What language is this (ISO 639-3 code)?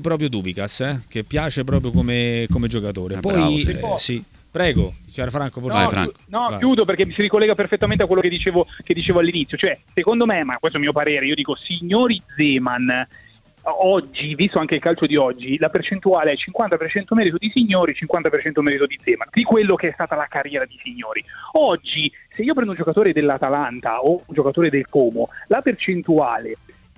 ita